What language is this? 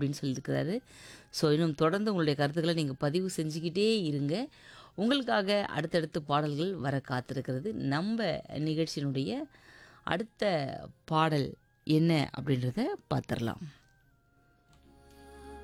Tamil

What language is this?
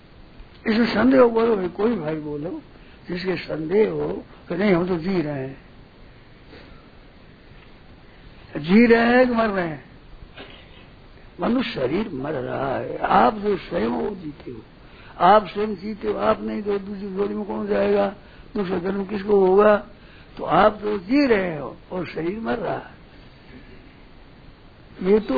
Hindi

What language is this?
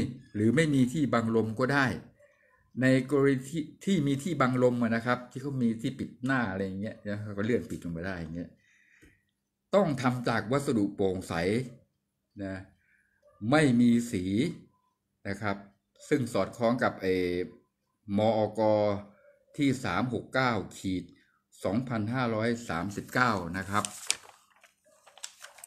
Thai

